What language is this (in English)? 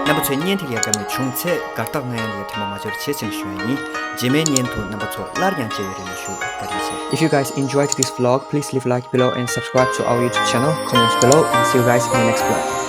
Tibetan